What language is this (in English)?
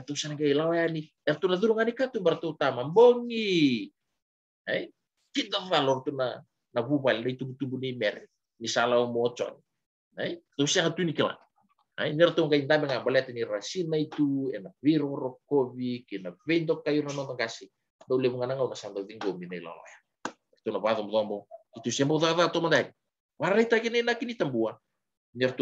Fijian